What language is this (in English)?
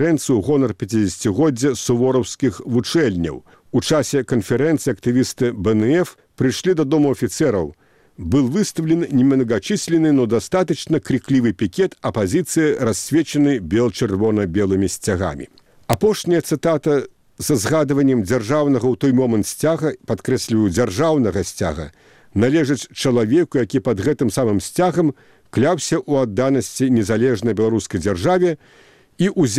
Belarusian